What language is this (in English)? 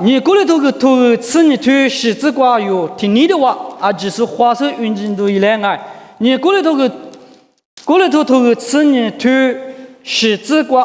Lisu